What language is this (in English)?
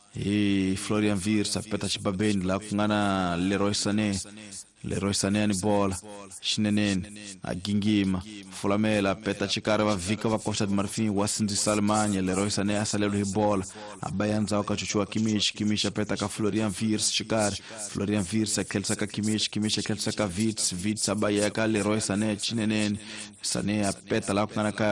Tsonga